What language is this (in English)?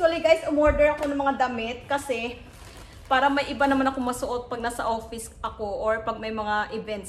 Filipino